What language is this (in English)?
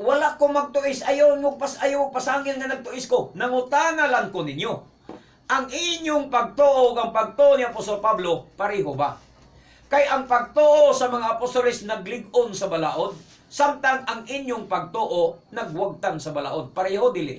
Cebuano